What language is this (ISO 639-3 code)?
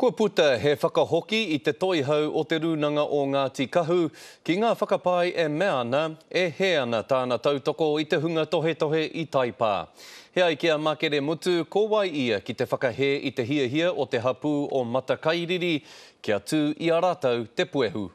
mri